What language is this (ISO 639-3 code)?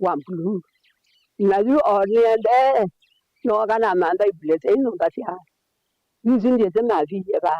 kam